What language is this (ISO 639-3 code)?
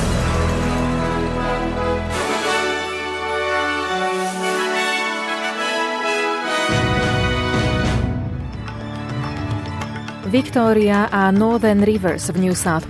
slk